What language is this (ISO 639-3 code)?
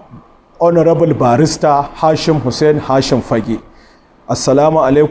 hau